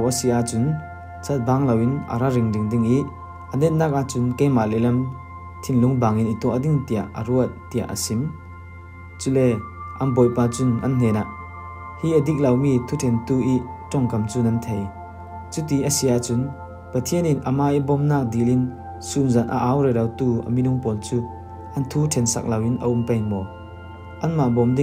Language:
Falam Chin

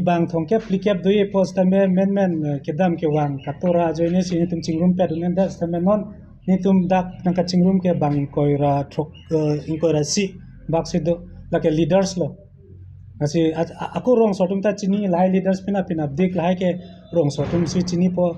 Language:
Karbi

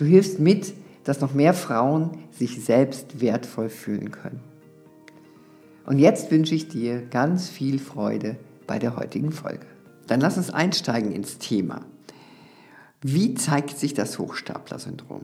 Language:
German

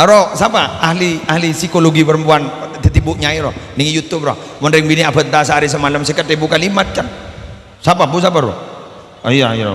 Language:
Madurese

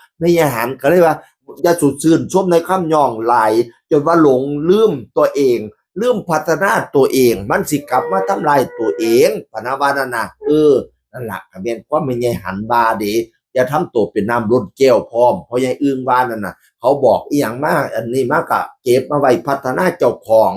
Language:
Northeastern Thai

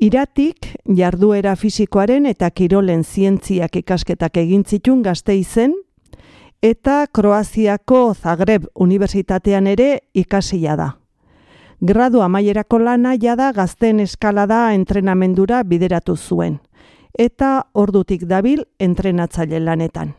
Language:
Basque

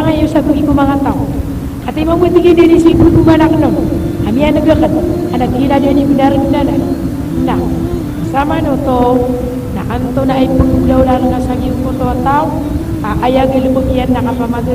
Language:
Maranao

